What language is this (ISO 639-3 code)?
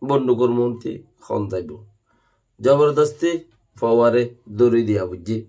rhg